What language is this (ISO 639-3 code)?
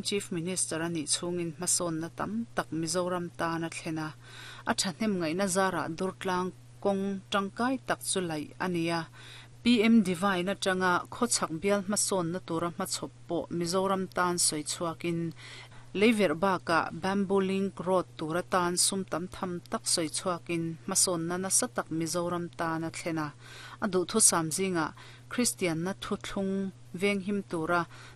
lus